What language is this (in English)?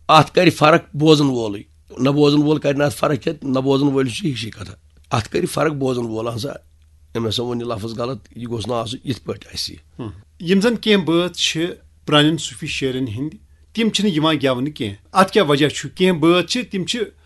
Kashmiri